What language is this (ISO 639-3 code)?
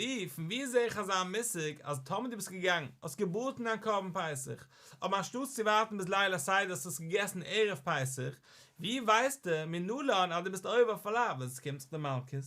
yid